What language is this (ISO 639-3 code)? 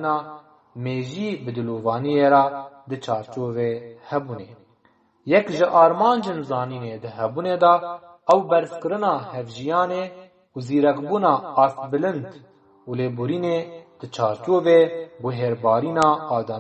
kur